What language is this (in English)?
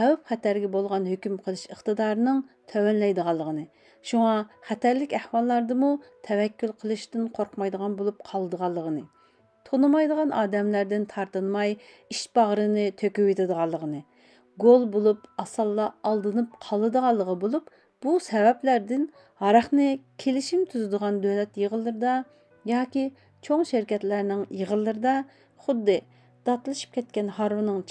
Uyghur